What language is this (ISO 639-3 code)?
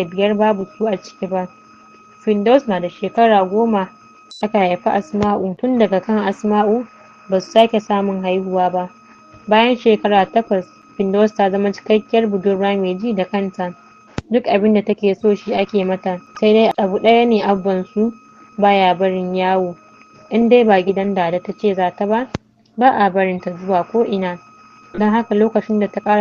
hau